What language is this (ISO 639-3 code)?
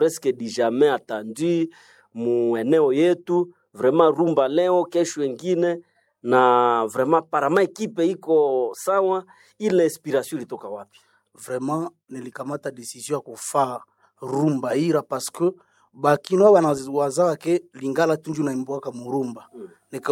swa